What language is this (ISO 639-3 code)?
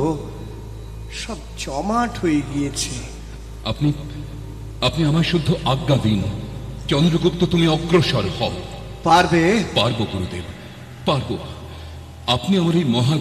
ben